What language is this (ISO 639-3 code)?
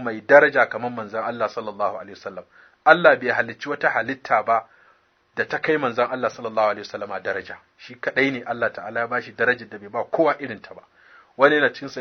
hau